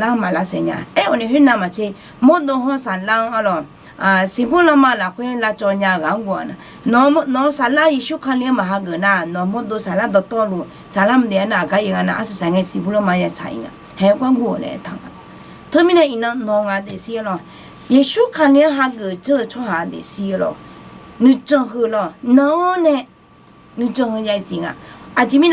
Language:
Akha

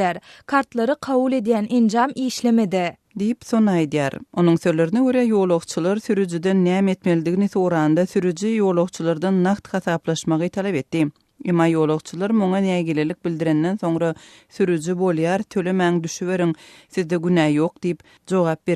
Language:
Turkmen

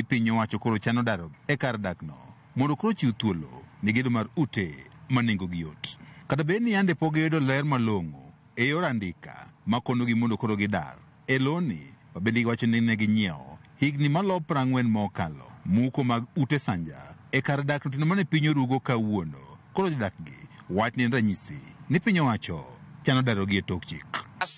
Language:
Luo (Kenya and Tanzania)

